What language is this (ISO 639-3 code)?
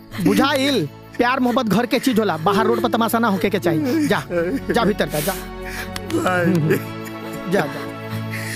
bho